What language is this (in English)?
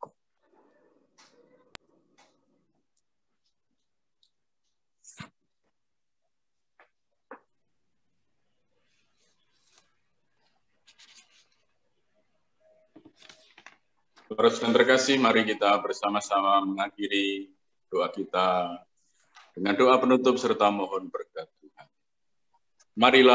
Indonesian